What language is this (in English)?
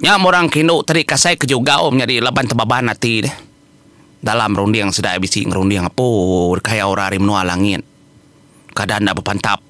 Iban